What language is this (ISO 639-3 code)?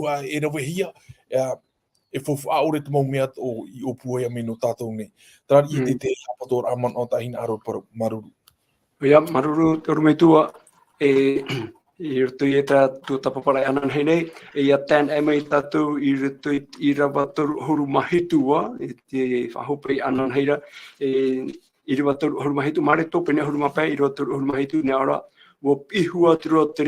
tah